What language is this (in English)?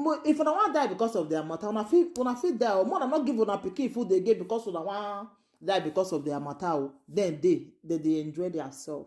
Nigerian Pidgin